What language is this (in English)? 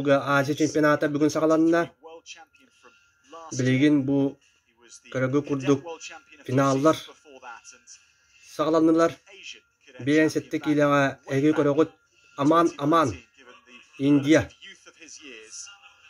Yakut